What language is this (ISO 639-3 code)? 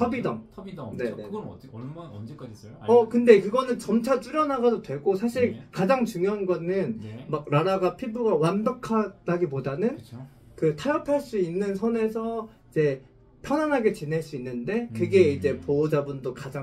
kor